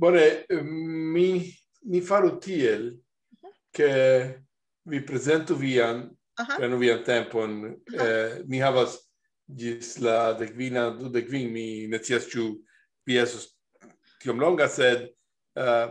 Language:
Esperanto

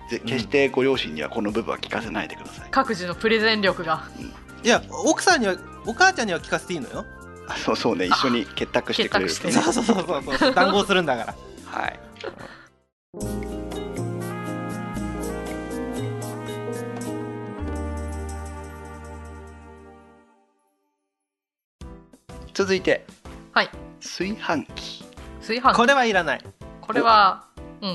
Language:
Japanese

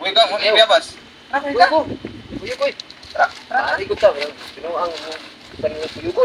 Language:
Cebuano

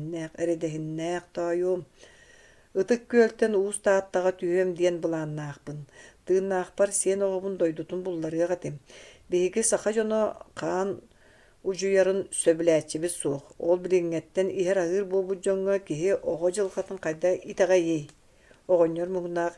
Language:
Yakut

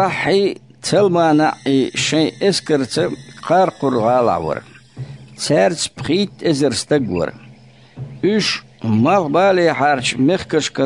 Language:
Chechen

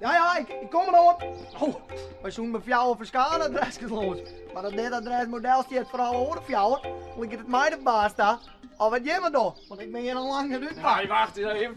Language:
Western Frisian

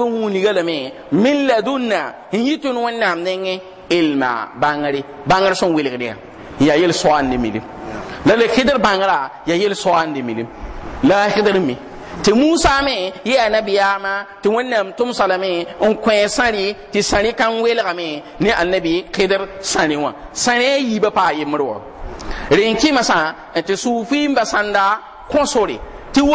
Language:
Mossi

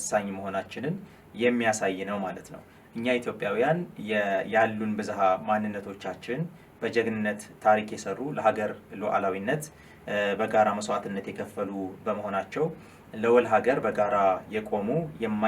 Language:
Amharic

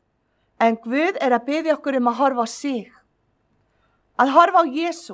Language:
Icelandic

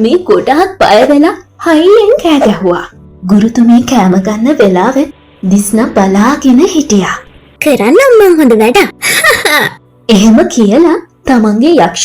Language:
Sinhala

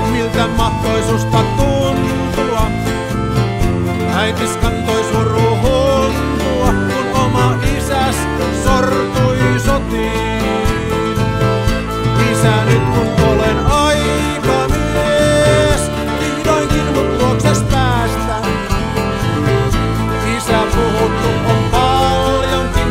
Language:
Finnish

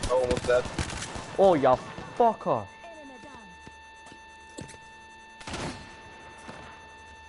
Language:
English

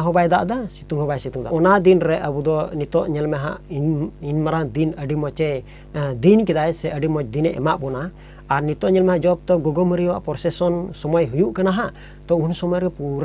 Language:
Santali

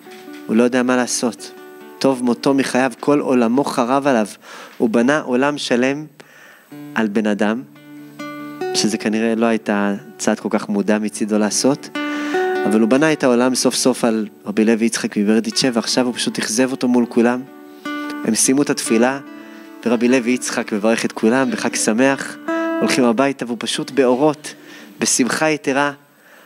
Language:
Hebrew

